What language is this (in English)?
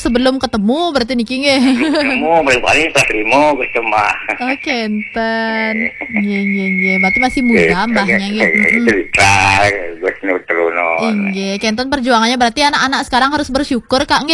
Balinese